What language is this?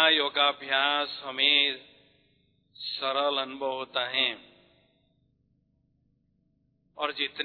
Hindi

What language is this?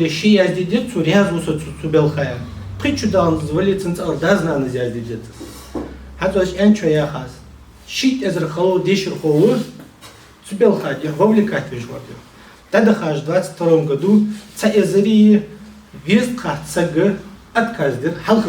Ingush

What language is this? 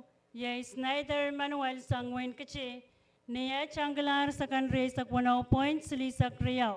Pohnpeian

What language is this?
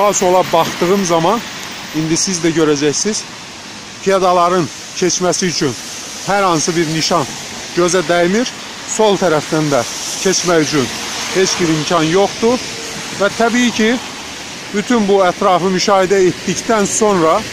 Azerbaijani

